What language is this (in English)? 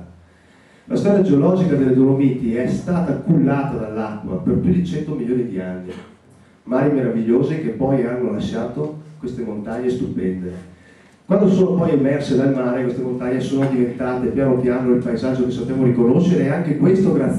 Italian